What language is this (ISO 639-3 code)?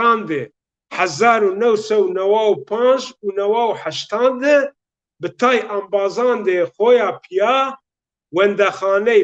zza